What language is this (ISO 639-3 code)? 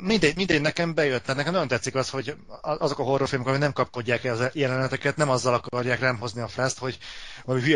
hun